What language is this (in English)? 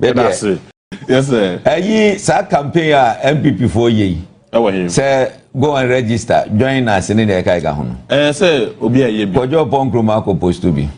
Akan